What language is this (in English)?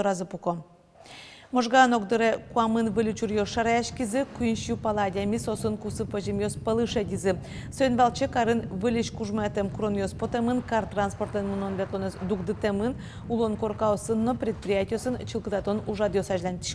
Udmurt